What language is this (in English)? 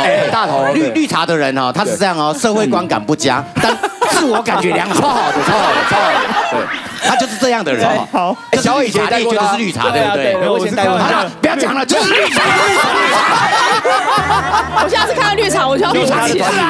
Chinese